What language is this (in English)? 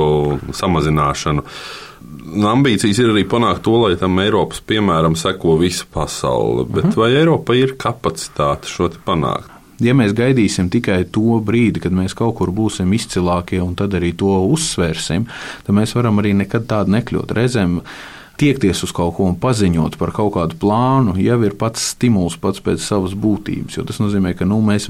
Latvian